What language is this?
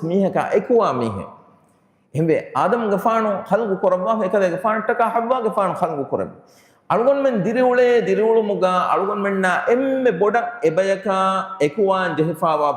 Divehi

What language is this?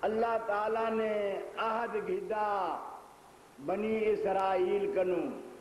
Saraiki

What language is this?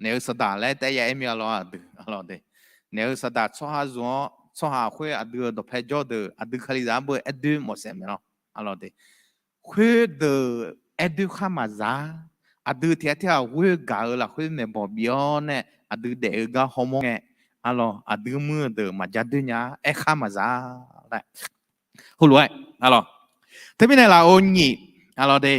Akha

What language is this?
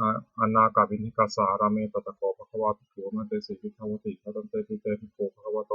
Pali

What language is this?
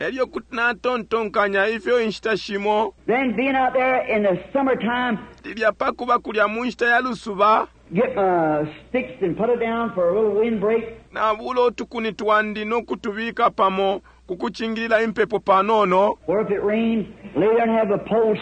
Bemba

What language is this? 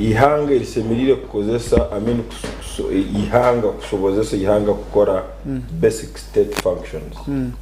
Nyankole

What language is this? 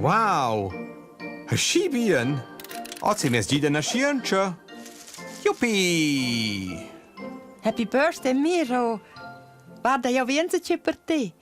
Romansh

